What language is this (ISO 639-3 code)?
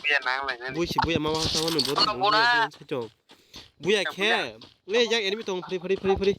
trp